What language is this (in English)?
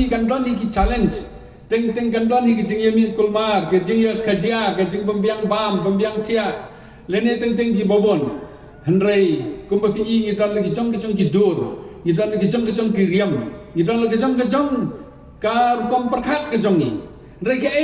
Khasi